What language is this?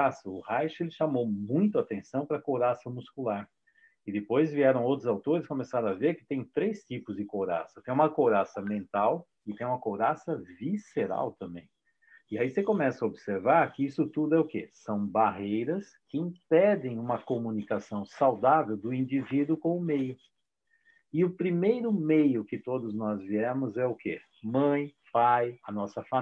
Portuguese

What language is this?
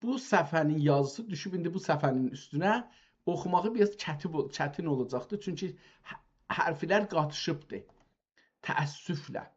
South Azerbaijani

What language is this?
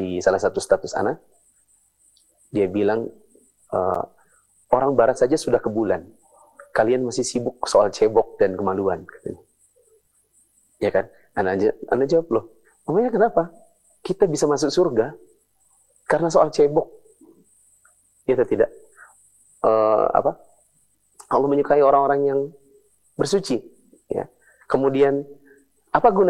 Indonesian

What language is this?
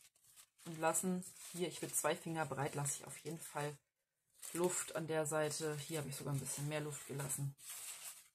German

